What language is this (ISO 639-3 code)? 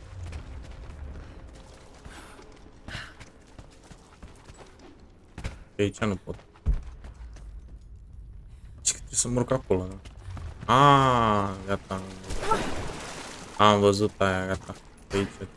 ron